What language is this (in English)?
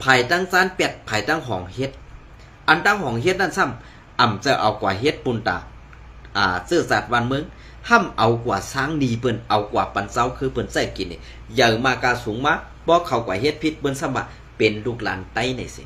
Shan